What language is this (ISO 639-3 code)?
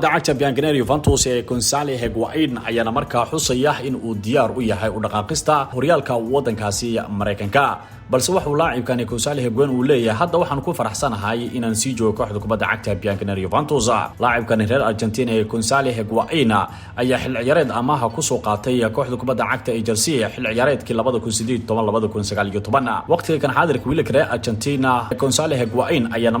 som